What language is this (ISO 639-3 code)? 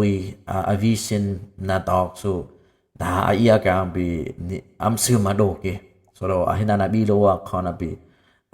dis